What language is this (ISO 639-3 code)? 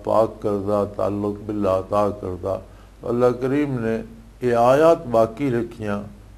lah